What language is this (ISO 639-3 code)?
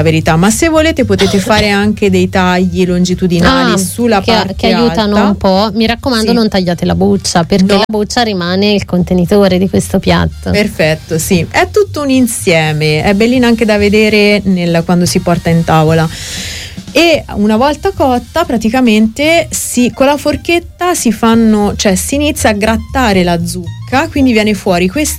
ita